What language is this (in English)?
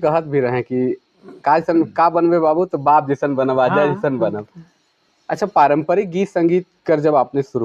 Sadri